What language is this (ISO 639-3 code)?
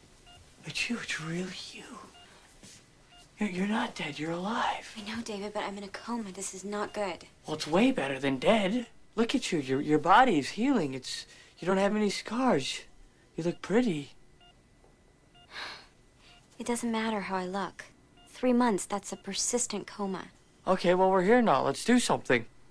eng